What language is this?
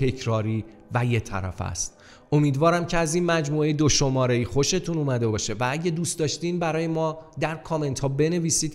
Persian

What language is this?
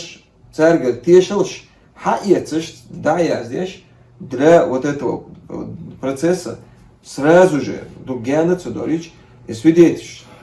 Chechen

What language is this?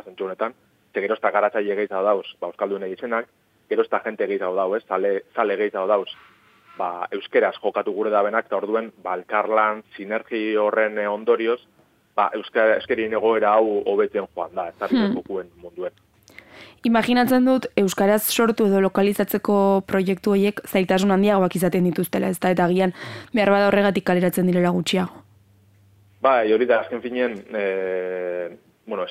Basque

